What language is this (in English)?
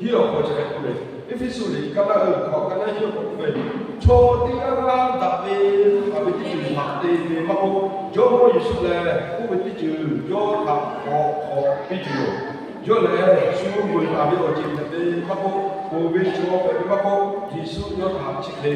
Lahu